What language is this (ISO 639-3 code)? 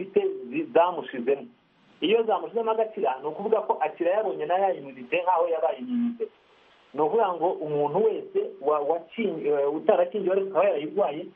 kin